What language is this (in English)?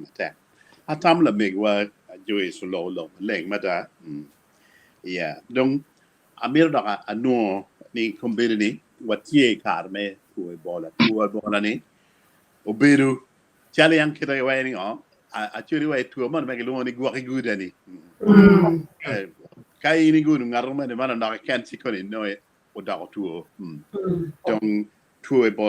Acoli